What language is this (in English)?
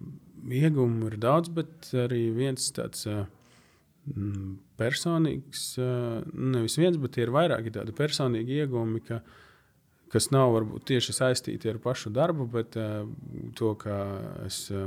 Latvian